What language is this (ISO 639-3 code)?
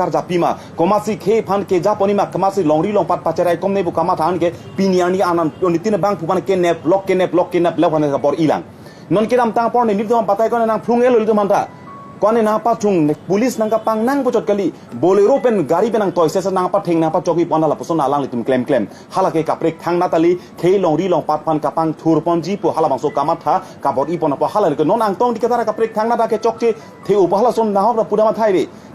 mjw